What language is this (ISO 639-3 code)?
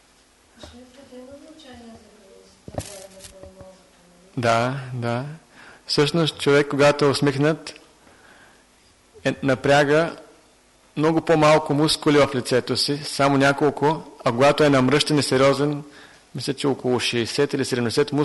bul